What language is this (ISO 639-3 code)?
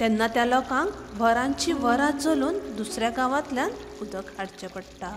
kok